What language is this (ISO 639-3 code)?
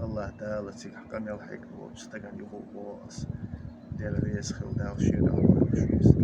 che